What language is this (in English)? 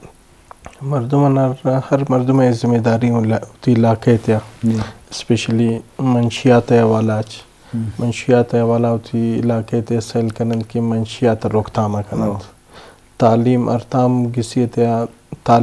Eastern Balochi